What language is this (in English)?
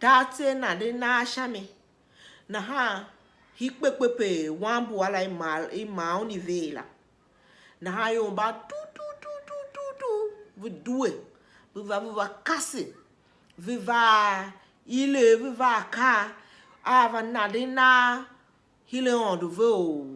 Tiv